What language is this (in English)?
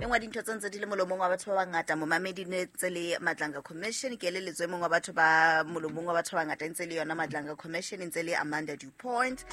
Southern Sotho